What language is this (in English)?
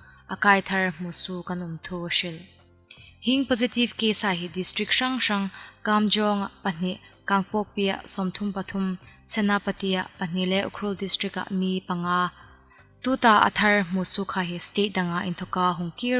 Hmar